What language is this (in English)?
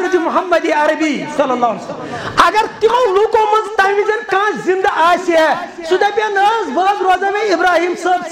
Kashmiri